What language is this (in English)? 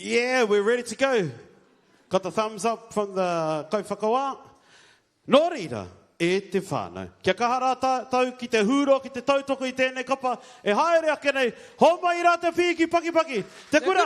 Māori